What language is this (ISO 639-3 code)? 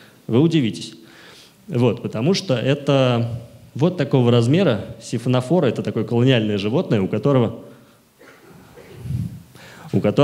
rus